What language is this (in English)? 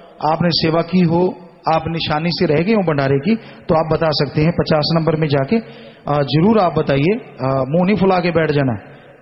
Hindi